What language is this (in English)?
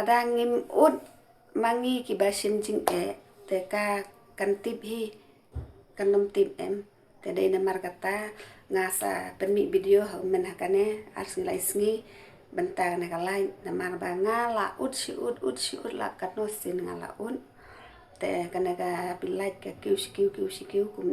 Khasi